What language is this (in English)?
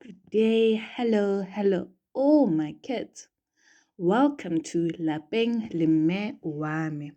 Tswana